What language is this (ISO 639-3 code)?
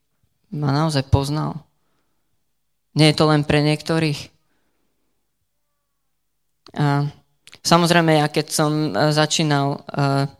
slk